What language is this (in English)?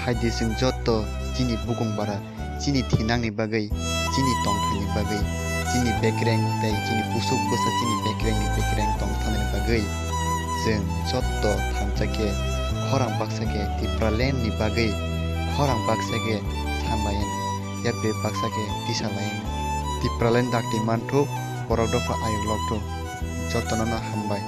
Kok Borok